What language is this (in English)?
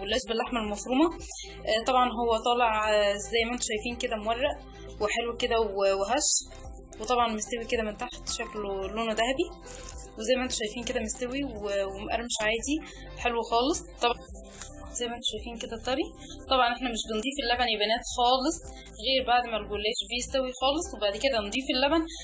Egyptian Arabic